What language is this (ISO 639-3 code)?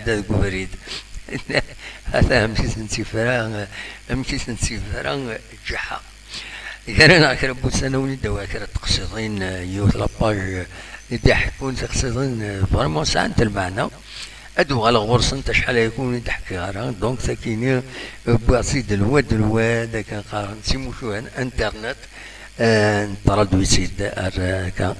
kab